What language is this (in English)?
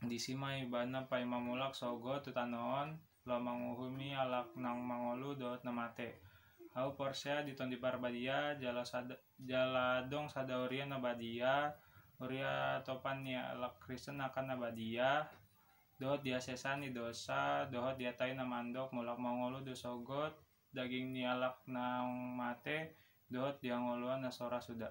Batak Toba